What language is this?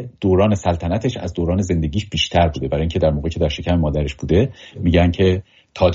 Persian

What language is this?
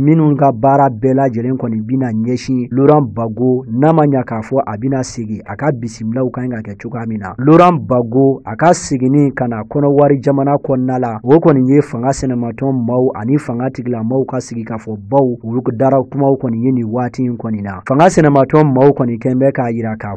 Bambara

